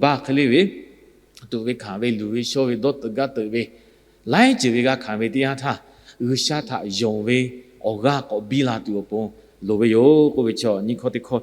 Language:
Lahu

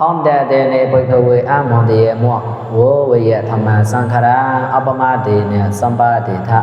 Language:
Mon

